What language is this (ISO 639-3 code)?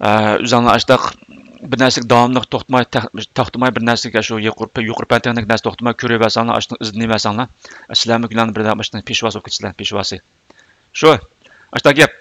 uig